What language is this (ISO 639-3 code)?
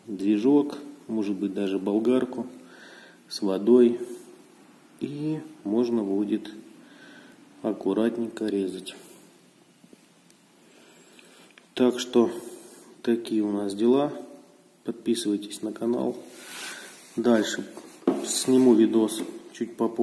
rus